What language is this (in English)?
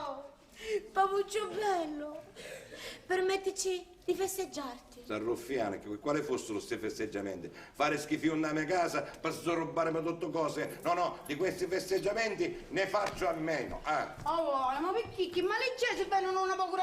Sicilian